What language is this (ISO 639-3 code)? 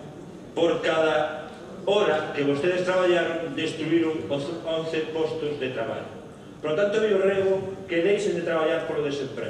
glg